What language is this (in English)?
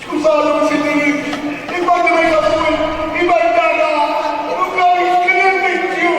Neapolitan